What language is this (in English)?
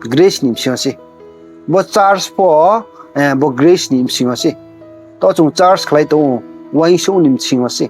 Riang (India)